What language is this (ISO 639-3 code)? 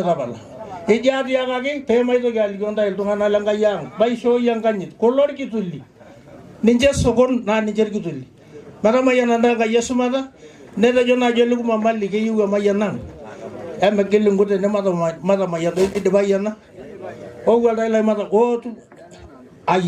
mas